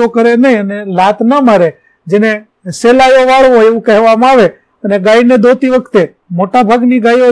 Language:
Gujarati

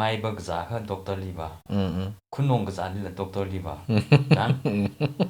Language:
Tangkhul Naga (India)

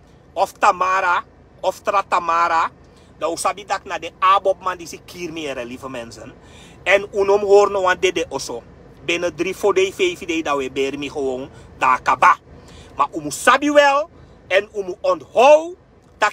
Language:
Sranan Tongo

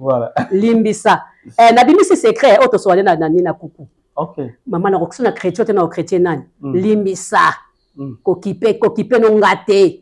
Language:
Lingala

